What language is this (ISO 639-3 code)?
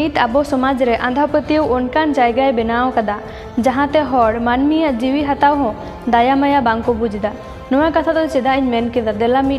sat